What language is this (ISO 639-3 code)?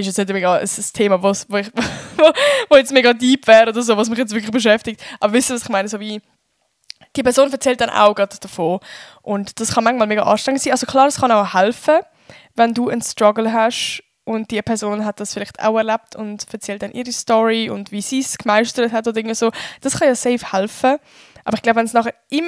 gsw